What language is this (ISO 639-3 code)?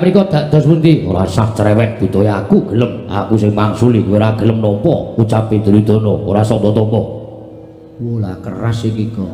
jav